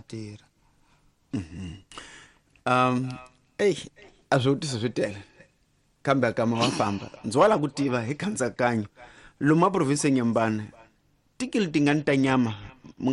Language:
Tsonga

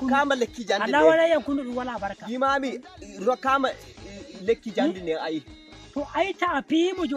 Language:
Nigerian Fulfulde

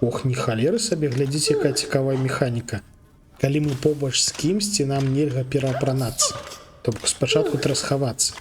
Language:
Belarusian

